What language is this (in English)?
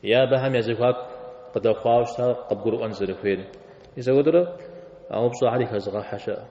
Kabardian